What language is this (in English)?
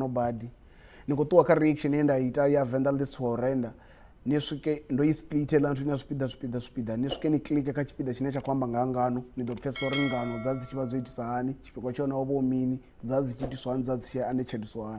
Venda